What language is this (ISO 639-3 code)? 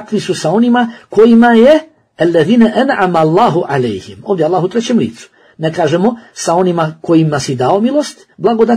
bos